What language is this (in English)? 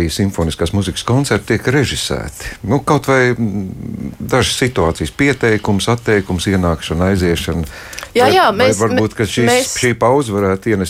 Latvian